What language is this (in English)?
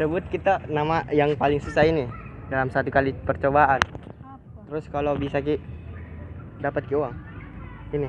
Makassar Malay